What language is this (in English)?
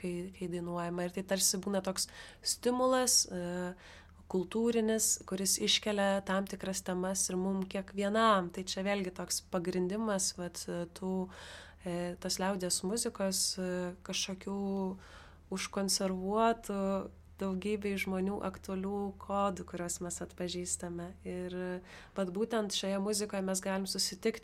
Lithuanian